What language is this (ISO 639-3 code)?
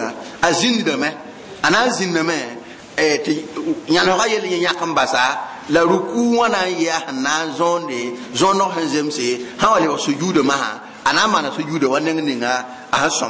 mos